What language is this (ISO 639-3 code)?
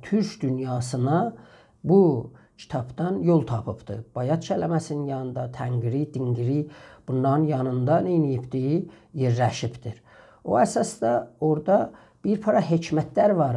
azb